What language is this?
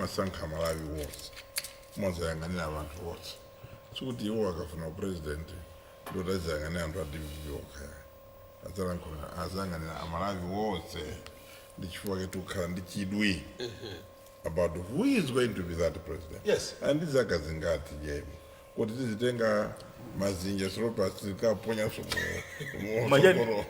Nyanja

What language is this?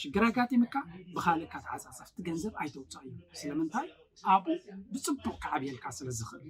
Tigrinya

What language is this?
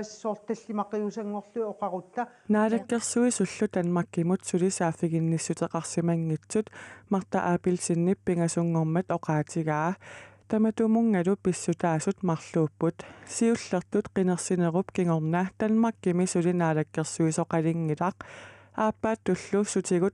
Kalaallisut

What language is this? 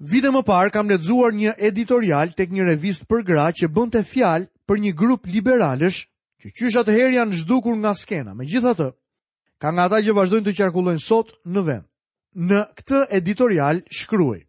Albanian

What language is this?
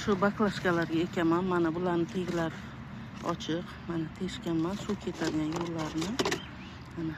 Uzbek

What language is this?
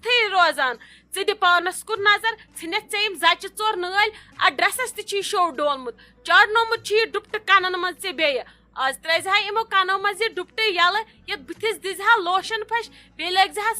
Kashmiri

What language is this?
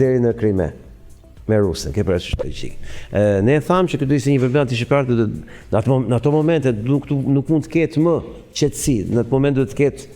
Albanian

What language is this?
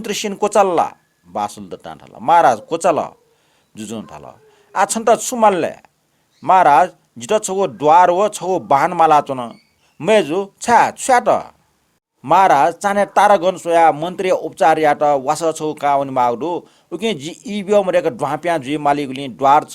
Newari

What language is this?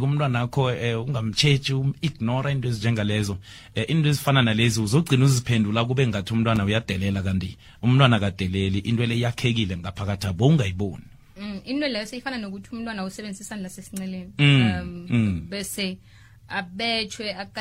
South Ndebele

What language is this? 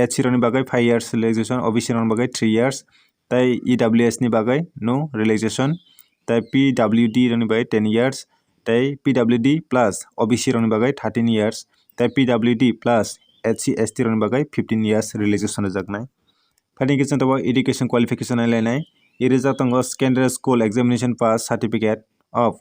Kok Borok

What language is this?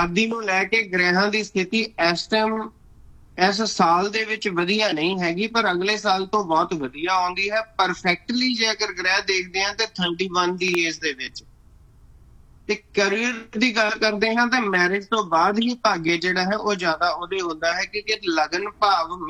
Punjabi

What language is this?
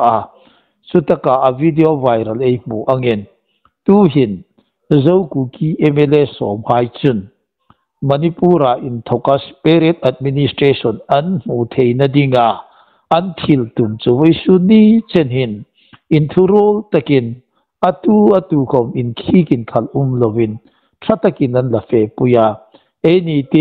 Hmar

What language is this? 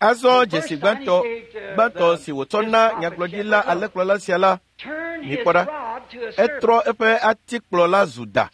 Ewe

